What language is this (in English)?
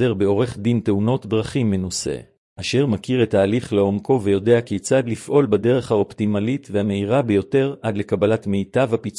Hebrew